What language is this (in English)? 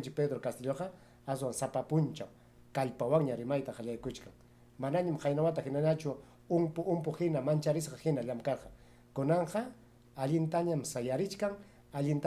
Ayacucho Quechua